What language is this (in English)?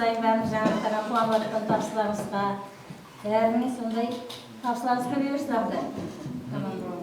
Kara-Kalpak